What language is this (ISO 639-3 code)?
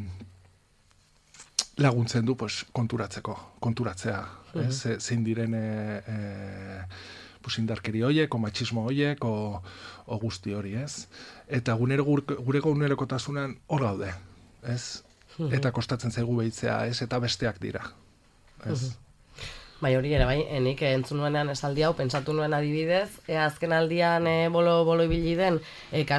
eus